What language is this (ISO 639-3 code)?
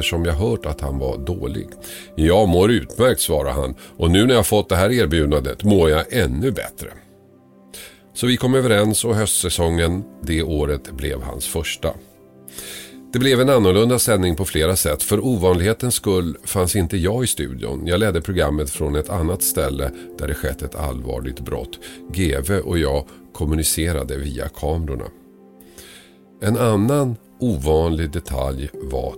swe